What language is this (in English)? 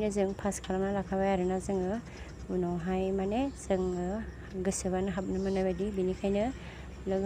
Bodo